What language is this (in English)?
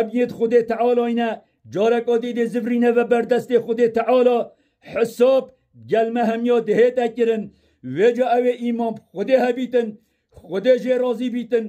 Kurdish